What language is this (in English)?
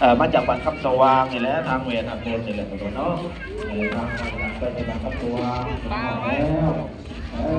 Lao